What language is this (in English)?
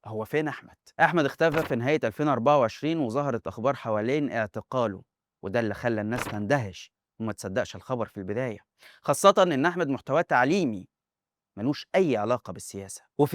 Egyptian Arabic